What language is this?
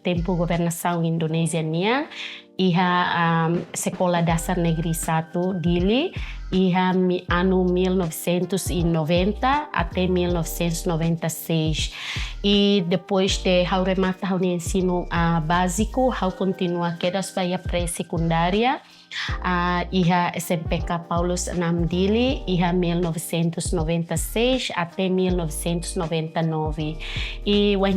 Tetum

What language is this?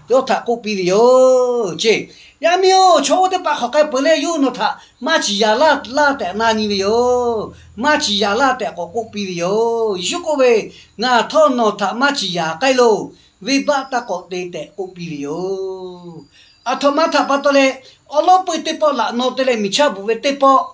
Lahu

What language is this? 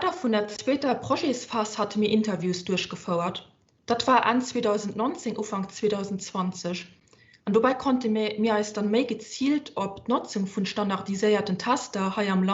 Luxembourgish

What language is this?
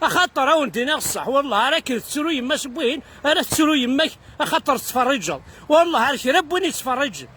Kabyle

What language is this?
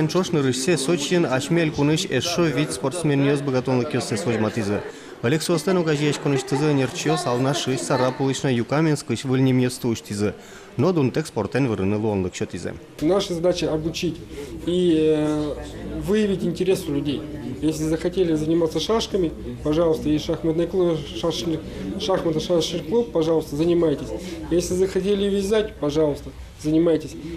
Udmurt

